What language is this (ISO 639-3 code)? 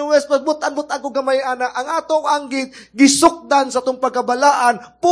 ceb